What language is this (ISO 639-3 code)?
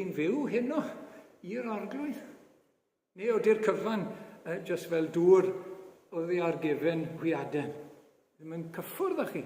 cym